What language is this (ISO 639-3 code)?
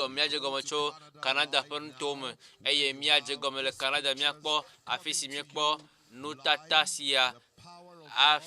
ewe